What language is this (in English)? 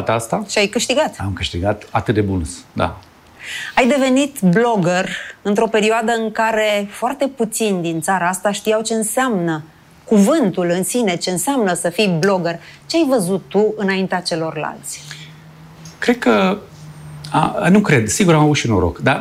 Romanian